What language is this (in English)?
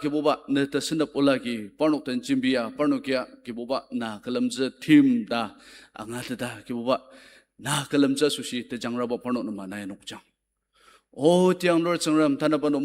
Ao Naga